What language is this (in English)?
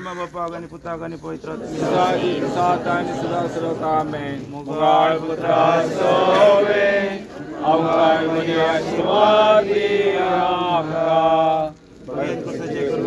Konkani